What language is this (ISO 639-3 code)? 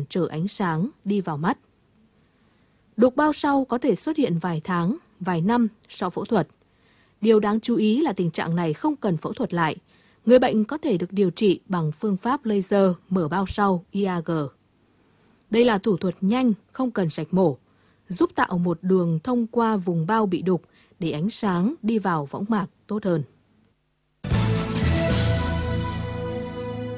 vie